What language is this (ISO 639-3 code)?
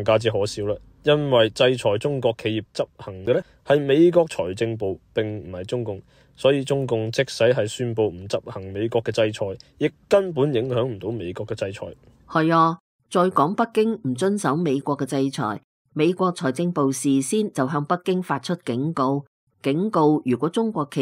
yue